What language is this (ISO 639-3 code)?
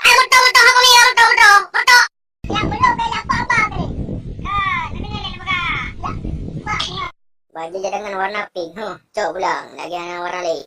ace